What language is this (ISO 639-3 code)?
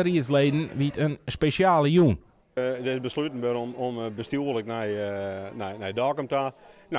fry